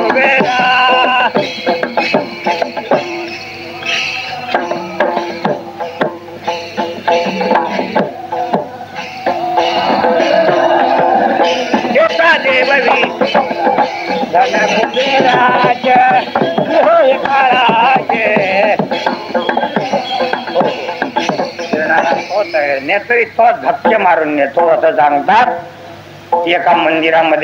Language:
Marathi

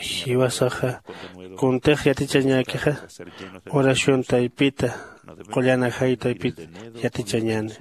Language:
Aymara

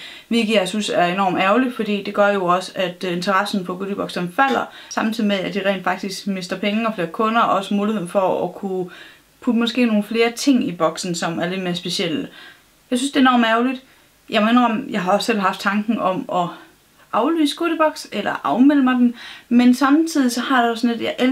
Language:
Danish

